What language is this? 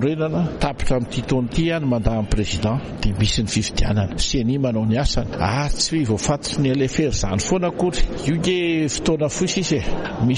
Malagasy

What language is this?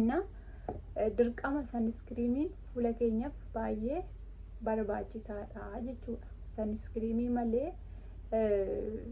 Oromo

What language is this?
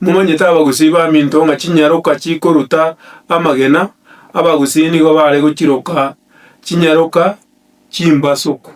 Gusii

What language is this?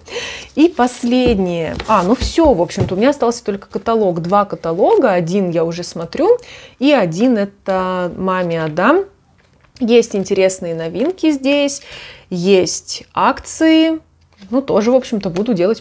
Russian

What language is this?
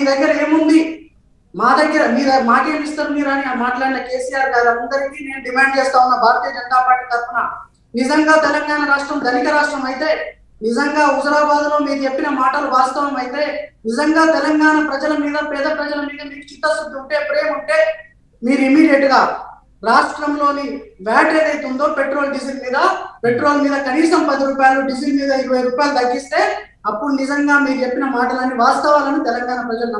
Telugu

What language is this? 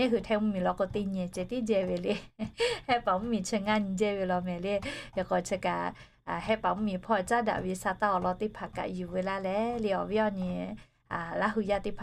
Lahu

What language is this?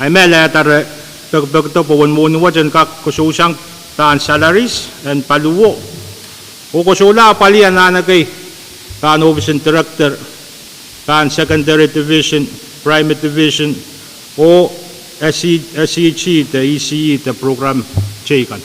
Pohnpeian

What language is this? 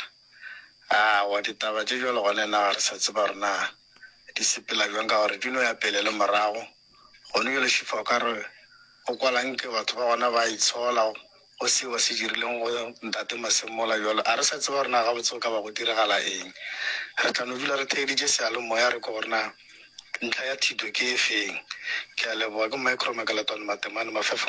Northern Sotho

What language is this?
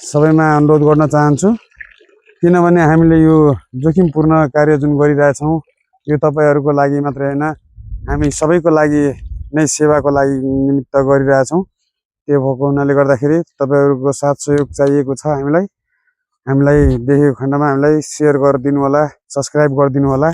Nepali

